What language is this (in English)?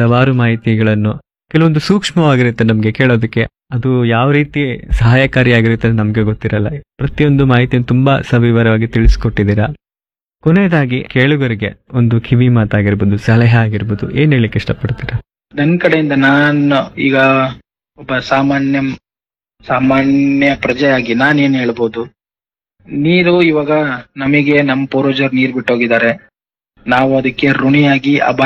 Kannada